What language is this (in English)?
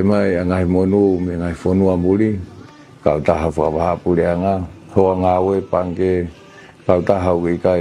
Tongan